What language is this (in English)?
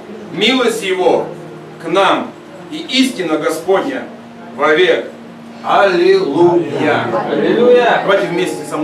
Russian